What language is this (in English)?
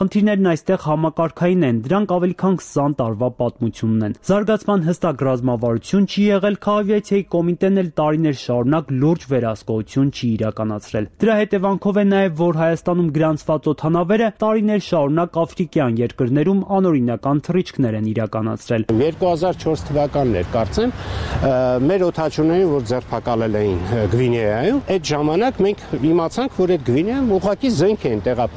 Armenian